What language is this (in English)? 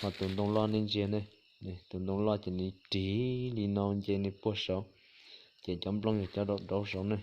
Hmong